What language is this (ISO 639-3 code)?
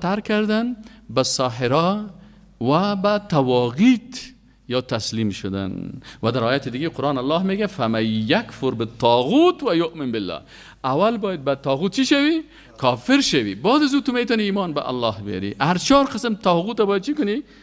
fas